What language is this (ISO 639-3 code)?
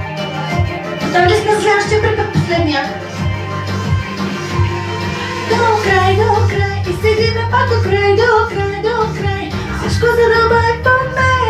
bul